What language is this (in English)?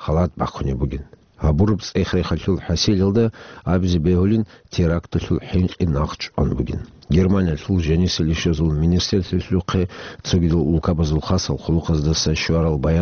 Avaric